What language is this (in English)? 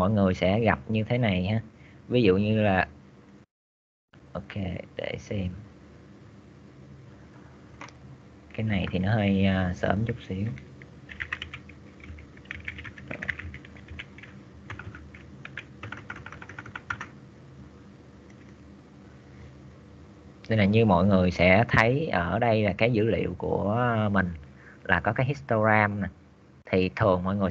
Vietnamese